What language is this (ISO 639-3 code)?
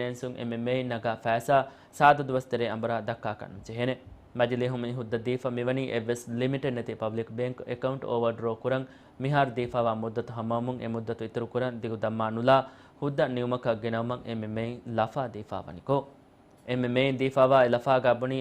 div